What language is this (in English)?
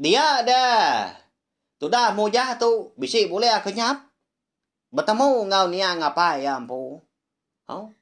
Iban